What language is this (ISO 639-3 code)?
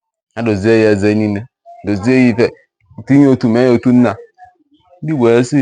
ibo